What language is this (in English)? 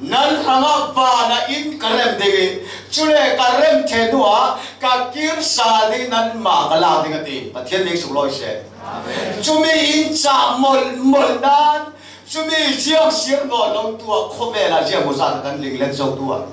Falam Chin